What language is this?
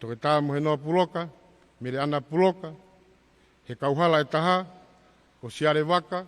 Tongan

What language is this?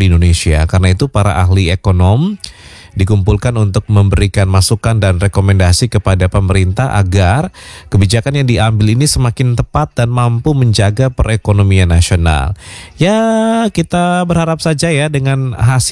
Indonesian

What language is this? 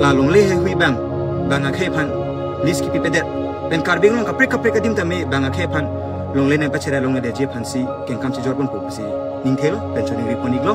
Karbi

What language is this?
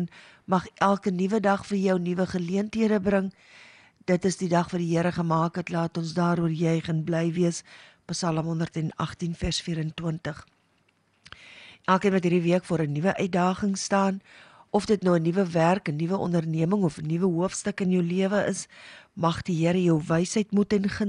Afrikaans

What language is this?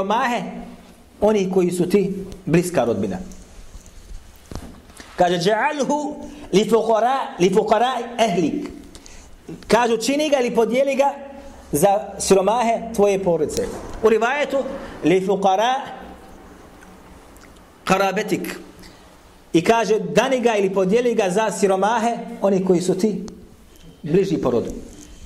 Bosnian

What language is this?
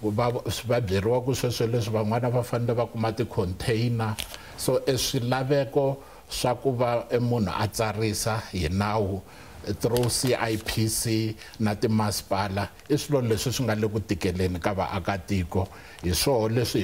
Tsonga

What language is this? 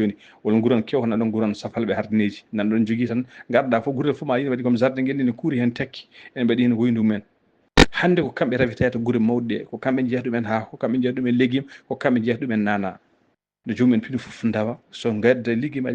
Fula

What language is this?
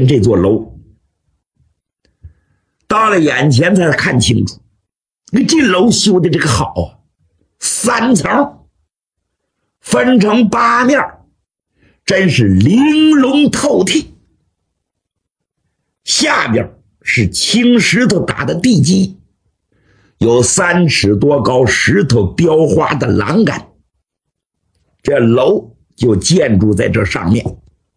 Chinese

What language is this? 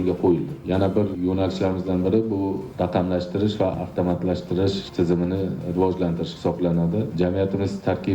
Uzbek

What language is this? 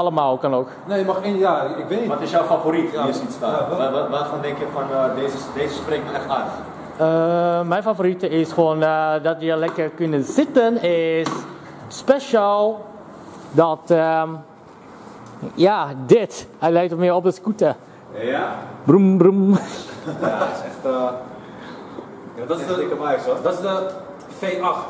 Dutch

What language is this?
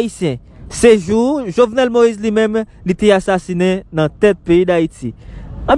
Haitian Creole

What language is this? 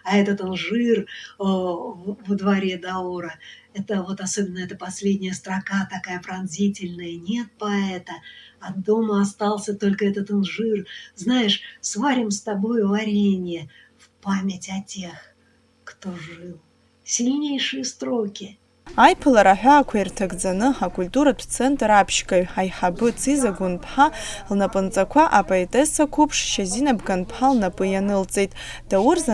Abkhazian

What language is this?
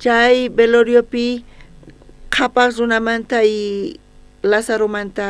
South Bolivian Quechua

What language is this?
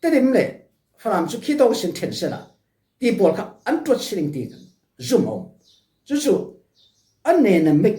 Falam Chin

